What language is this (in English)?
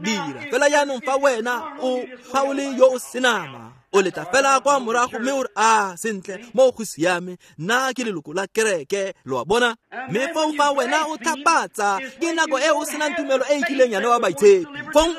Tswana